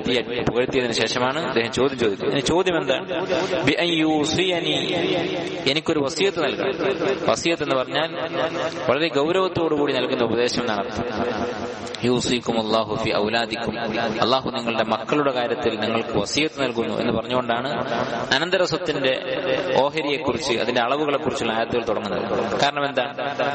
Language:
Malayalam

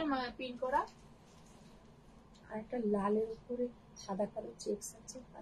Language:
Bangla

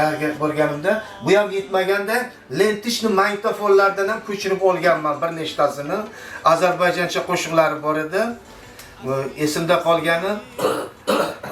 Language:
Uzbek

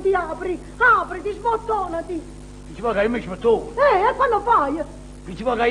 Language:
Neapolitan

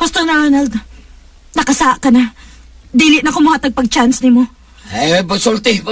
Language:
Cebuano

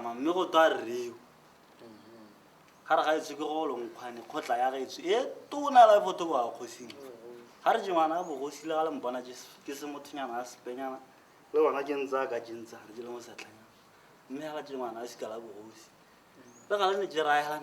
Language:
Tswana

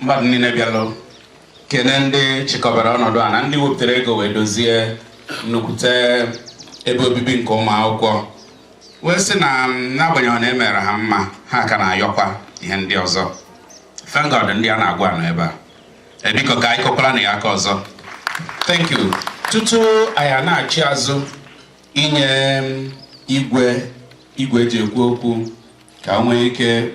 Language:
Igbo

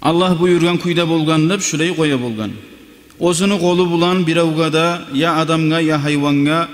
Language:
Kumyk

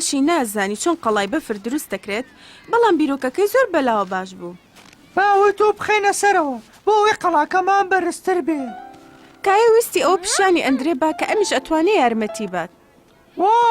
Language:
Central Kurdish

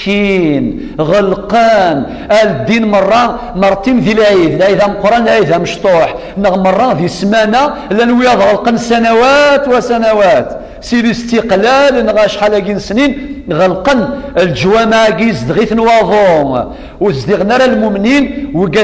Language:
Kabyle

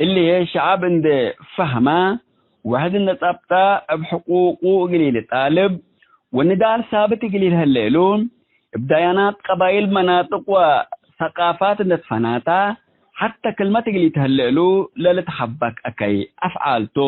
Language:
Tigre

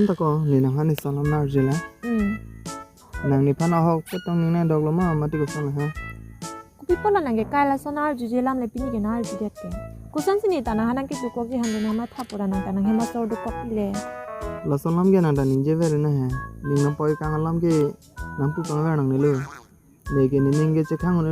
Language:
Karbi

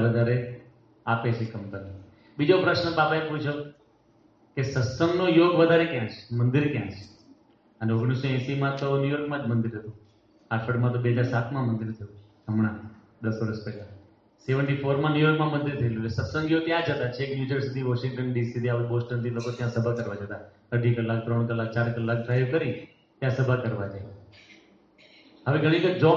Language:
Gujarati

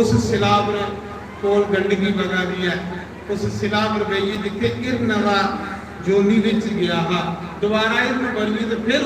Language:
Dogri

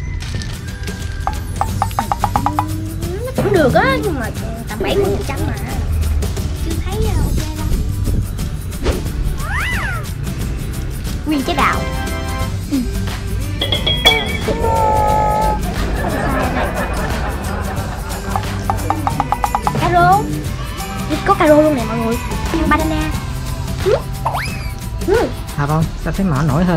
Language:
Vietnamese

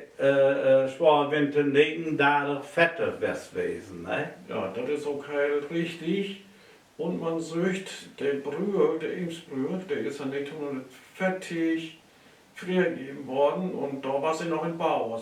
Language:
Low German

